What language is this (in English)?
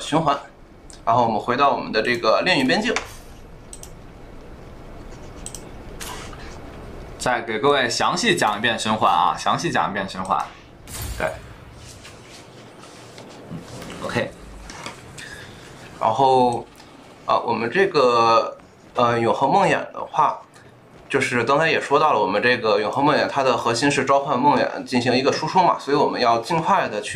Chinese